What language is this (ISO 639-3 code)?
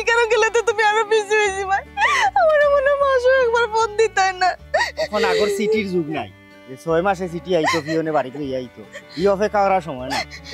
syl